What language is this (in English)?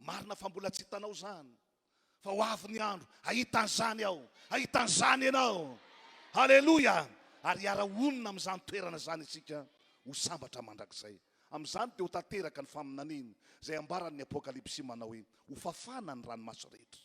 Malagasy